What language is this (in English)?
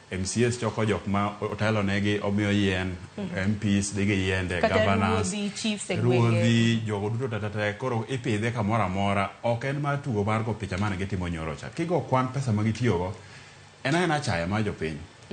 Luo (Kenya and Tanzania)